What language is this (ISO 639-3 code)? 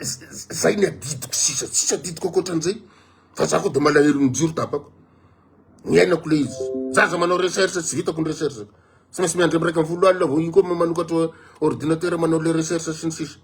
mlg